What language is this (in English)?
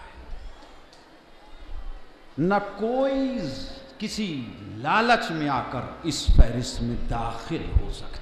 Urdu